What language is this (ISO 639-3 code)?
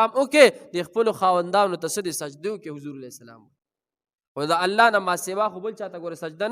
pus